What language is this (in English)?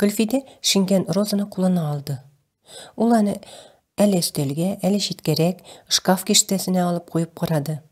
Tatar